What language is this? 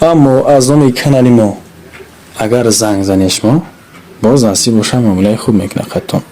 Tajik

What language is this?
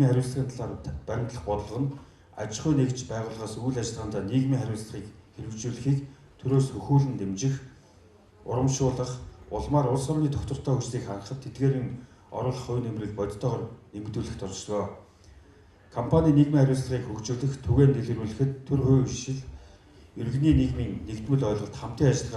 Mongolian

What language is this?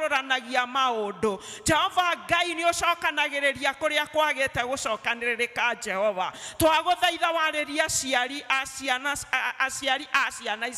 Kikuyu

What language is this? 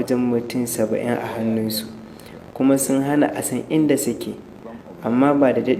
Hausa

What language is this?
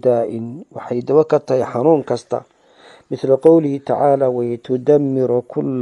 Somali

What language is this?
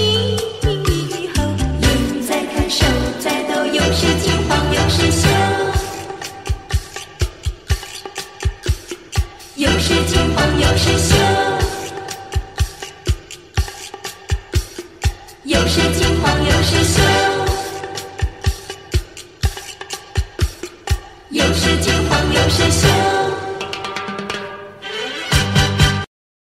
Chinese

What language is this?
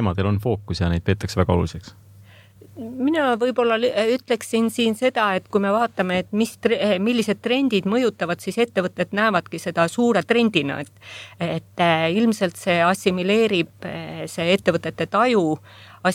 Estonian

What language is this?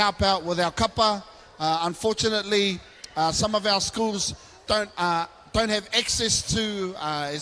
Māori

